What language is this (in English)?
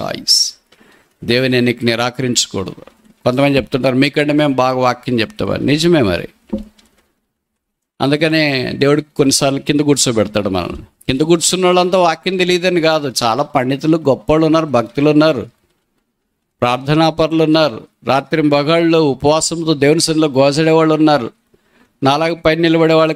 Telugu